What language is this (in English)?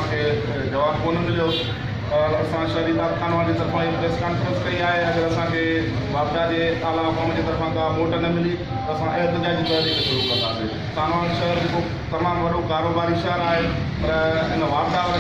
Sindhi